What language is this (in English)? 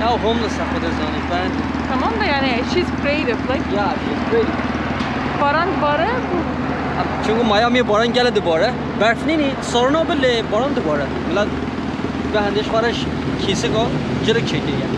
Kurdish